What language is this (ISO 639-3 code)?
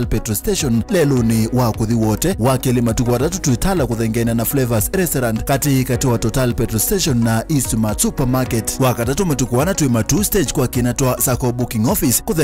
kam